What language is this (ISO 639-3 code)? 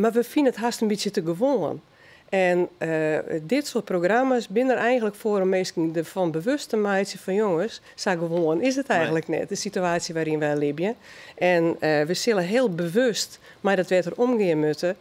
fry